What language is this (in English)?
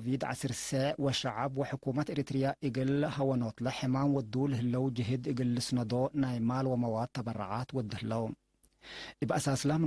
Tigre